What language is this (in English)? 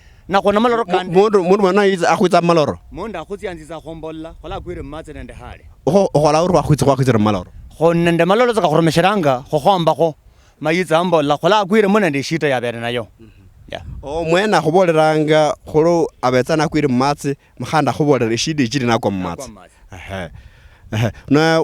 Luyia